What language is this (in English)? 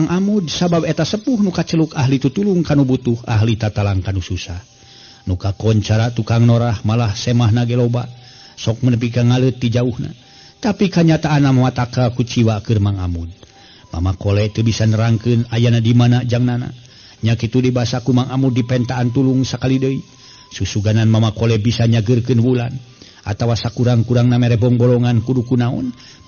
Sundanese